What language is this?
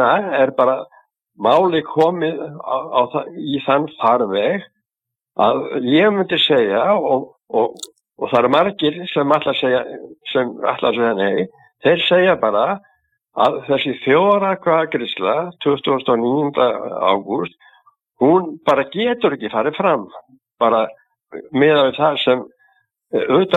Icelandic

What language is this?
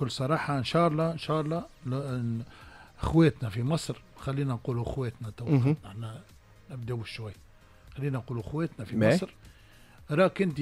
Tunisian Arabic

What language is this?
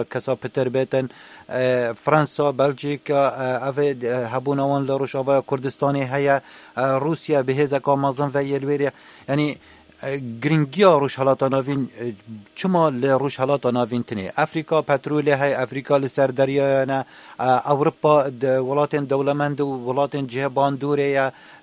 Kurdish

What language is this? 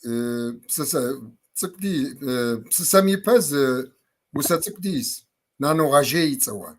Kabardian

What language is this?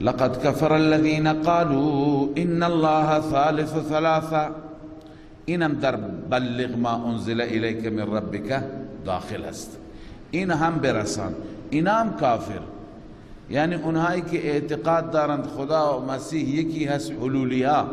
Persian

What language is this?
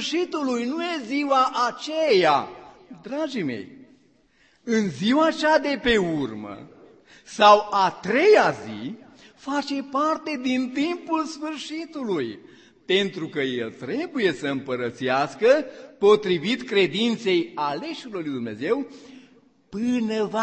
Romanian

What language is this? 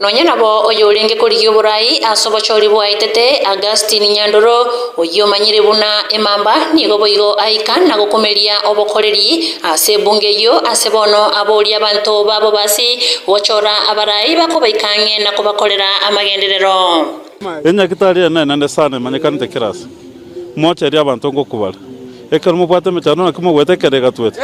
Gusii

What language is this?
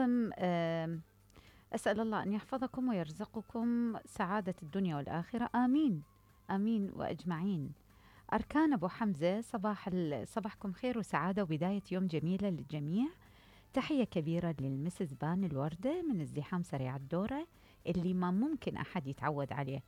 Mesopotamian Arabic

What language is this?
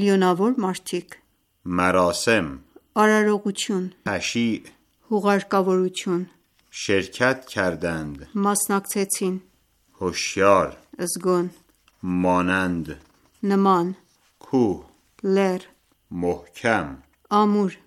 Armenian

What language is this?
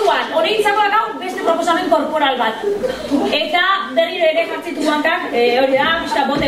Basque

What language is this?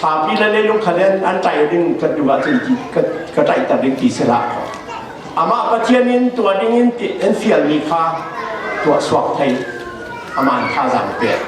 Falam Chin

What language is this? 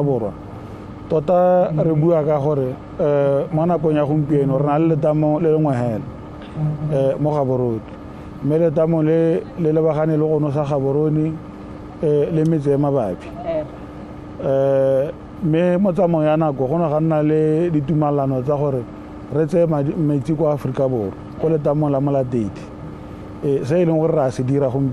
Tswana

